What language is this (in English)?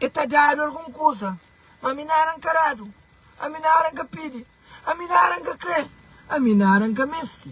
Kabuverdianu